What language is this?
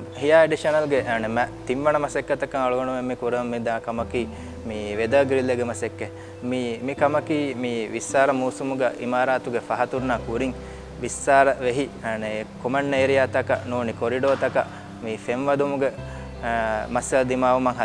Divehi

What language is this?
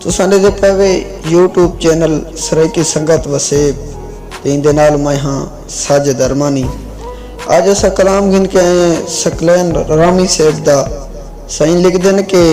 Saraiki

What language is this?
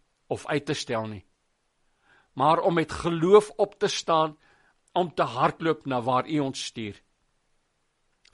Afrikaans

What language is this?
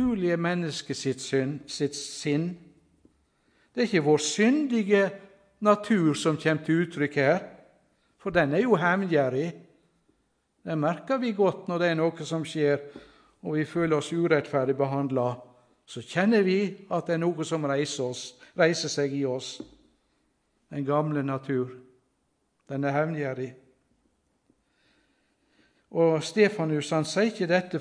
Norwegian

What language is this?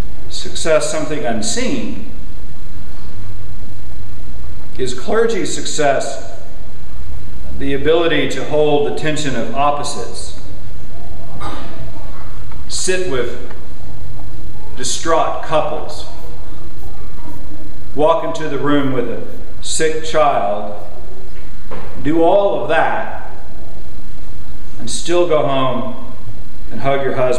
English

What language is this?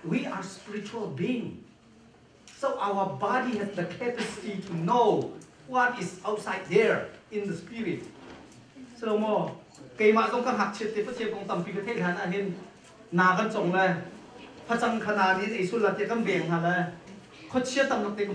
Hakha Chin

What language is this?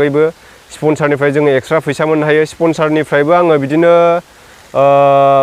Bodo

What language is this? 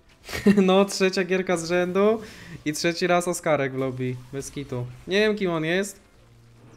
Polish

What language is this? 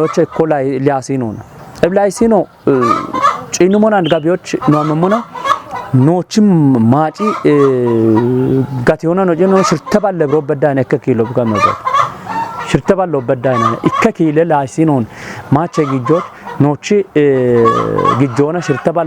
Kafa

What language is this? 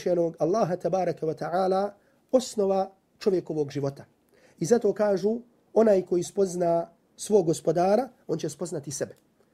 Bosnian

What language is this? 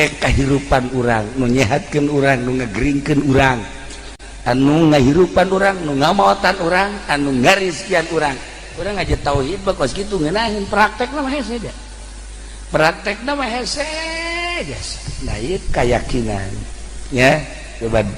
Sundanese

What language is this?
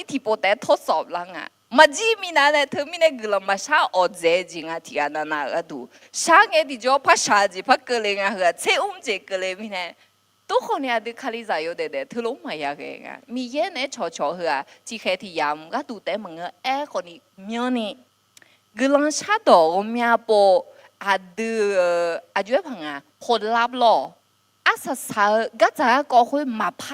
Akha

